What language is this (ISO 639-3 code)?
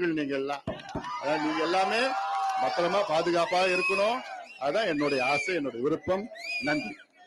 tam